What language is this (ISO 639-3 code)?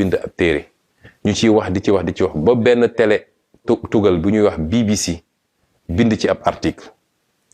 wol